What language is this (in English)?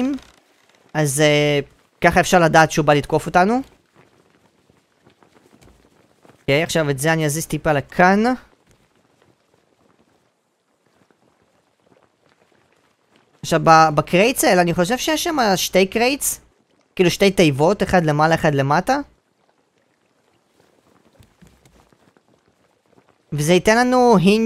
Hebrew